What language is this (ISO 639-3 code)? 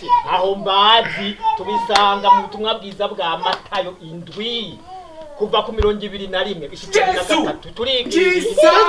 run